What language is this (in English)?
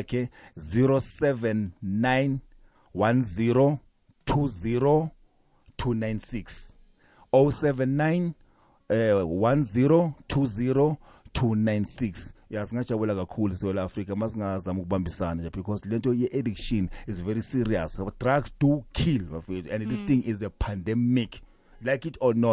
South Ndebele